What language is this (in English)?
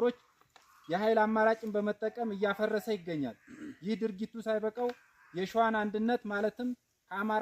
Amharic